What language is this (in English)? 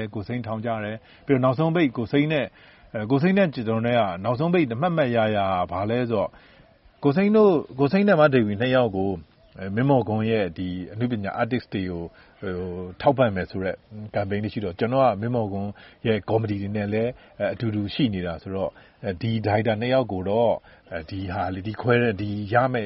Burmese